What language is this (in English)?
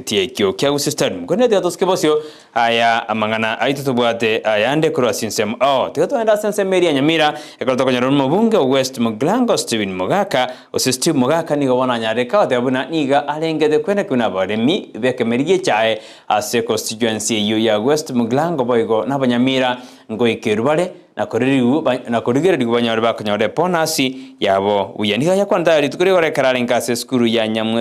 Gusii